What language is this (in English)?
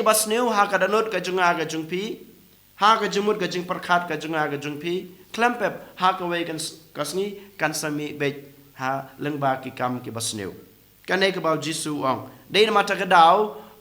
Khasi